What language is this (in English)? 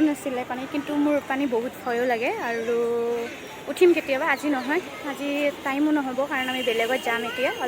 Assamese